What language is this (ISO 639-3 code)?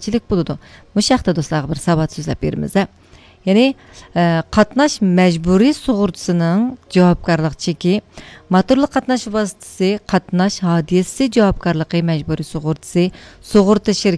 uig